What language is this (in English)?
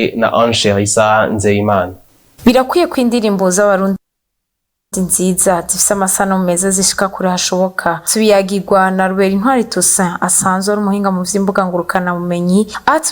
Rundi